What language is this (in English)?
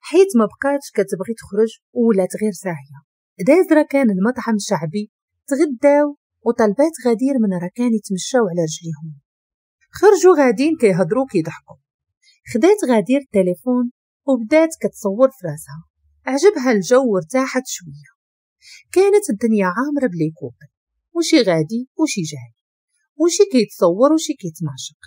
Moroccan Arabic